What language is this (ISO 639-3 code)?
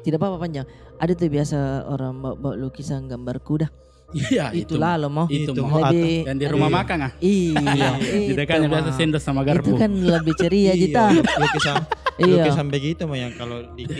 mfp